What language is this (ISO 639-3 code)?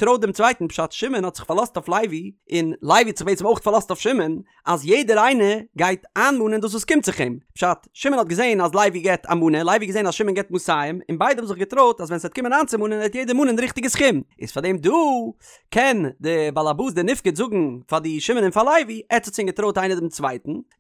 yid